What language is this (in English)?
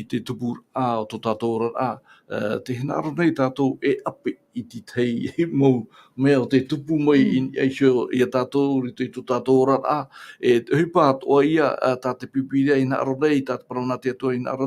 Tahitian